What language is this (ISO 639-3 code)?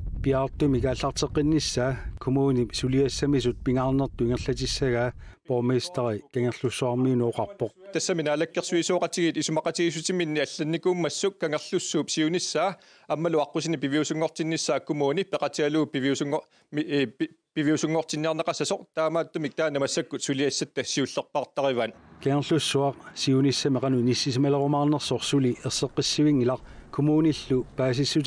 kal